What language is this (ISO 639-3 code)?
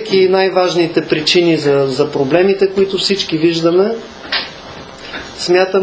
bul